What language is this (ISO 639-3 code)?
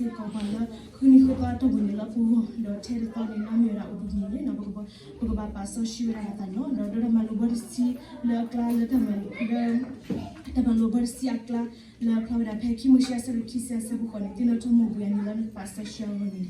ksw